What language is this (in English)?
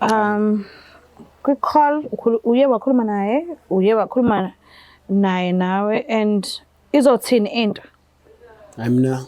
Zulu